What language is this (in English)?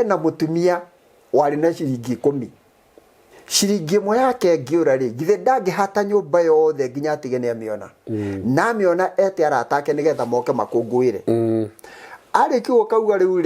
Kikuyu